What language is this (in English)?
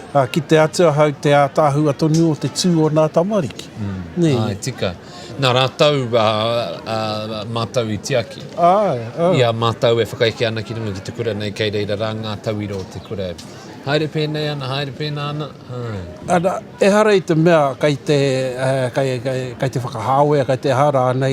Māori